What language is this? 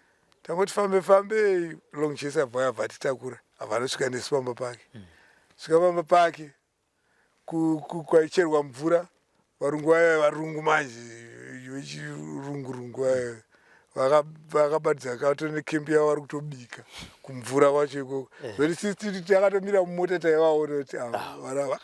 Shona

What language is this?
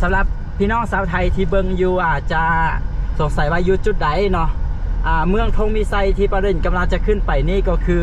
Lao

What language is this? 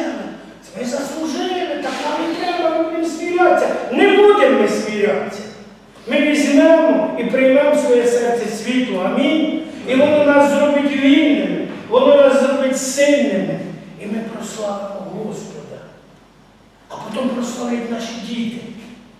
Ukrainian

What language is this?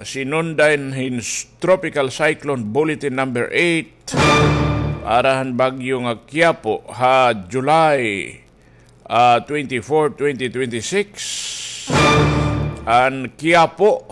Waray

